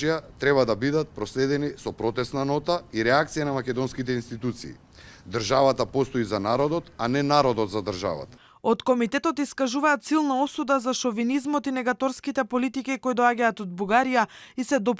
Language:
Macedonian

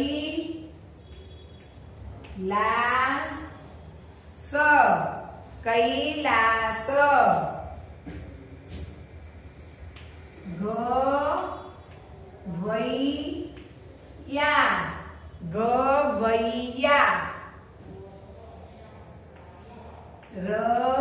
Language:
Gujarati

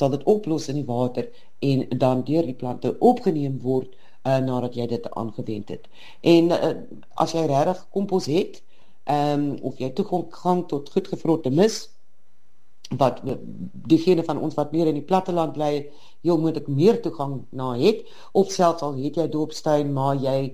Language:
Afrikaans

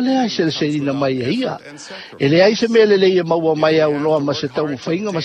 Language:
Samoan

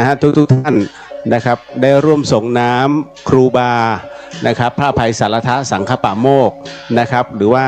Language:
Pali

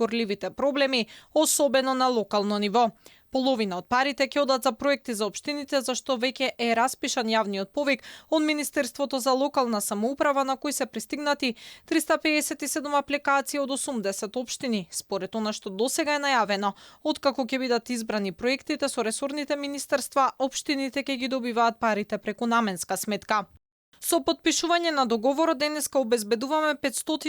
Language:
Macedonian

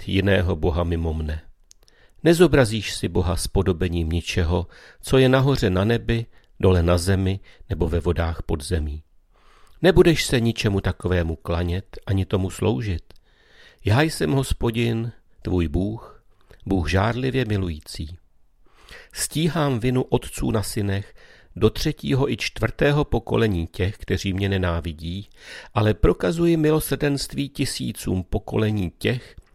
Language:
Czech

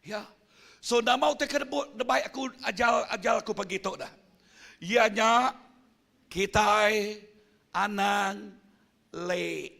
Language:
Iban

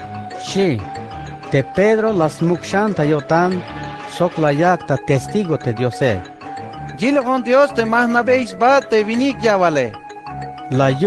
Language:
Tzeltal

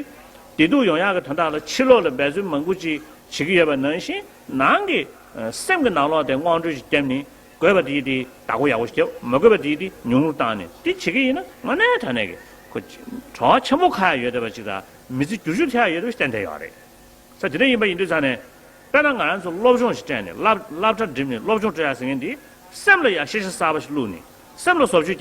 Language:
Tibetan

